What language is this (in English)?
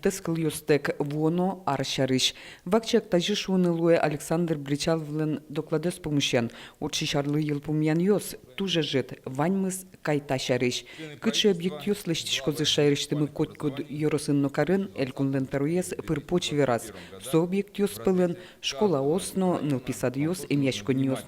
Udmurt